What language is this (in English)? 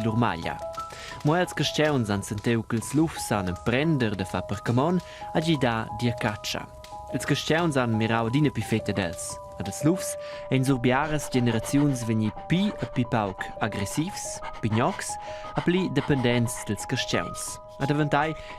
Romansh